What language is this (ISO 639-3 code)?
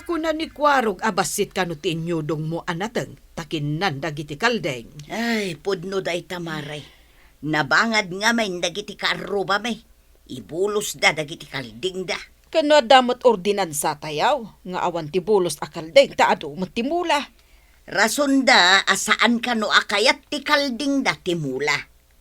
ilo